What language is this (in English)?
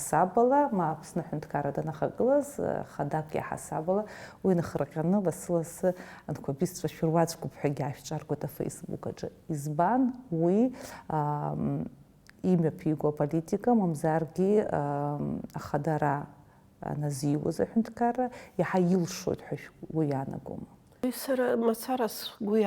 Abkhazian